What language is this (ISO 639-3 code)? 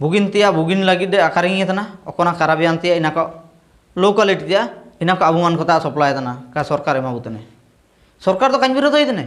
hoc